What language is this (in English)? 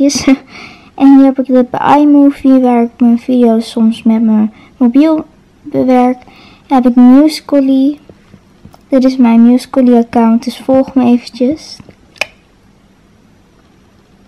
Dutch